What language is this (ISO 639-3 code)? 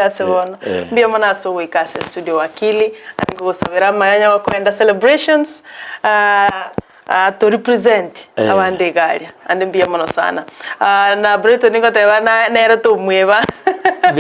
guz